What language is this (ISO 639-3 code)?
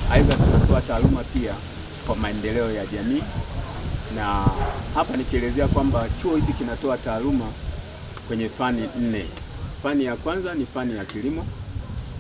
swa